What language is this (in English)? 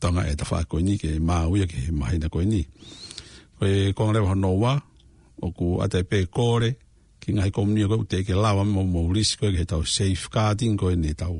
Tongan